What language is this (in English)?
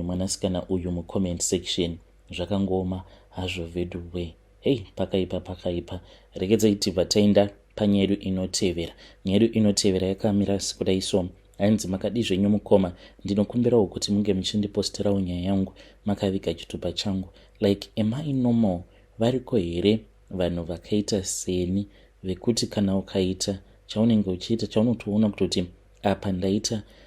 Shona